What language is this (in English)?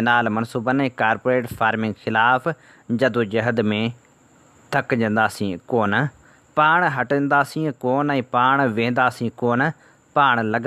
Sindhi